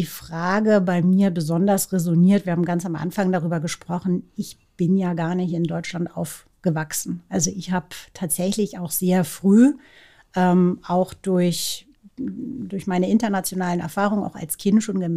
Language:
German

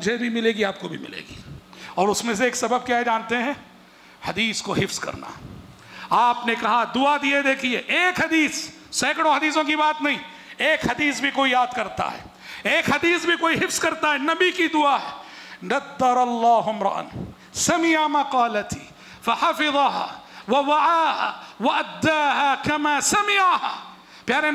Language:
Urdu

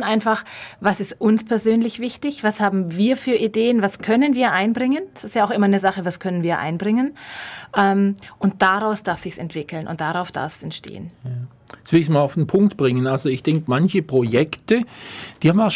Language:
German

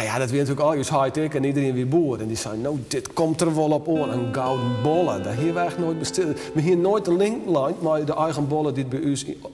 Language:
Western Frisian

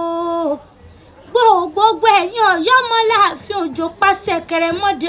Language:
Yoruba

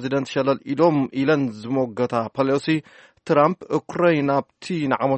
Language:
Tigrinya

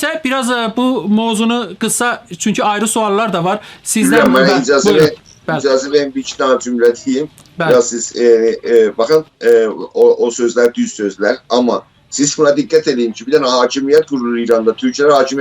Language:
South Azerbaijani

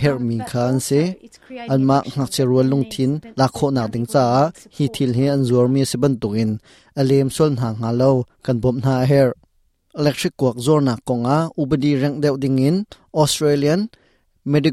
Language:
Hakha Chin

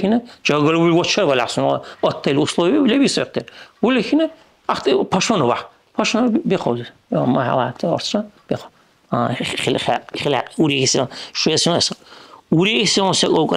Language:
Dargwa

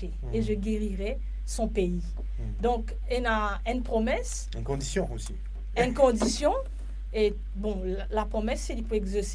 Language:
Morisyen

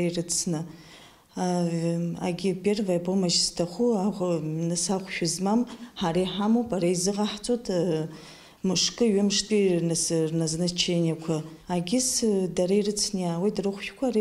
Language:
Abkhazian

